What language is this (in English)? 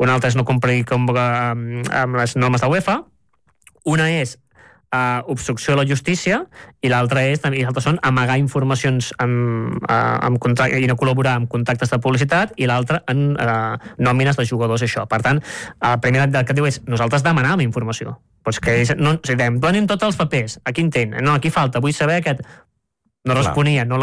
Catalan